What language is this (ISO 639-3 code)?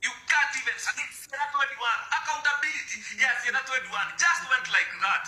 kik